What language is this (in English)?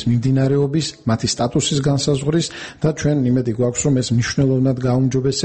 Georgian